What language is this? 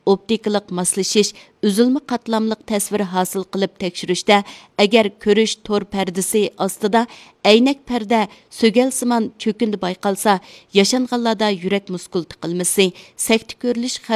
Uyghur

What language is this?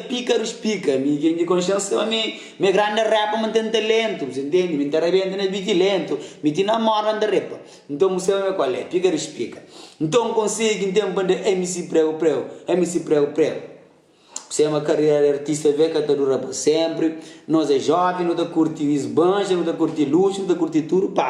Kabuverdianu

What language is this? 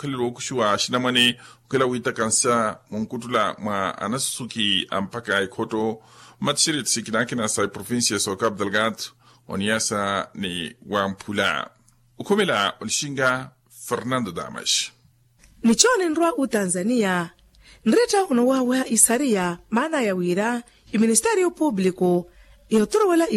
Makhuwa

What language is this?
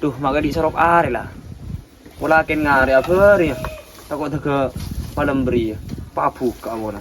Madurese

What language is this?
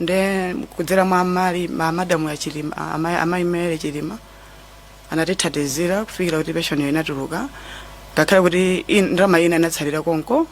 Nyanja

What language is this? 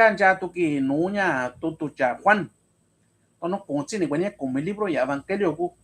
Mixtepec Mixtec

